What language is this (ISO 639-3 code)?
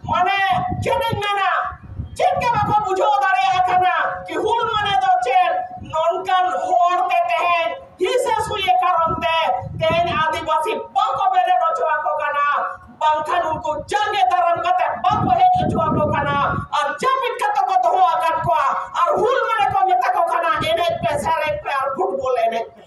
sat